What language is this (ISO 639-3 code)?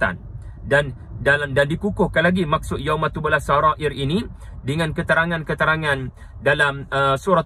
msa